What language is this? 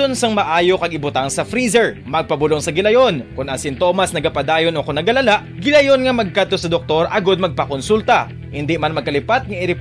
Hiligaynon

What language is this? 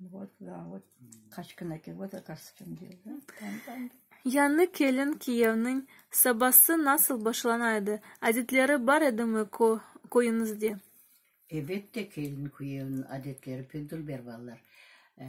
Crimean Tatar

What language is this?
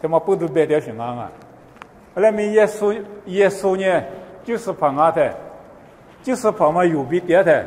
Lisu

